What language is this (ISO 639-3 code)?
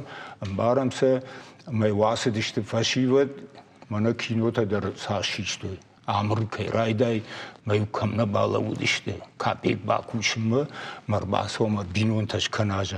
oss